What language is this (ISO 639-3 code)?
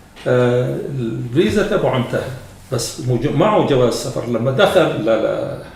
apc